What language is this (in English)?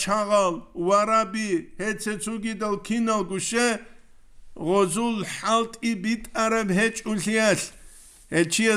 Avaric